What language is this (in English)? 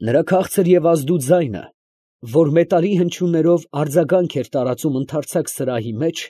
Armenian